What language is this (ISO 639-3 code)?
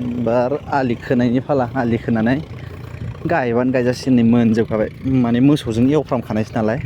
brx